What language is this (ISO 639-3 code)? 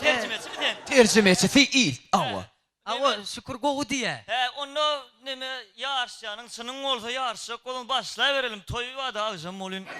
tuk